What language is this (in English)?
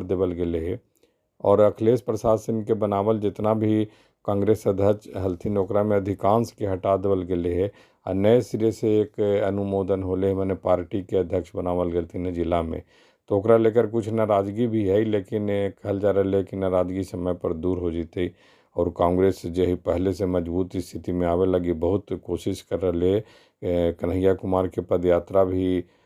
Magahi